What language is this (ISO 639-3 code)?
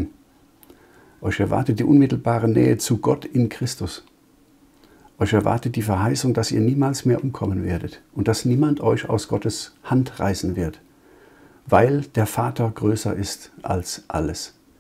deu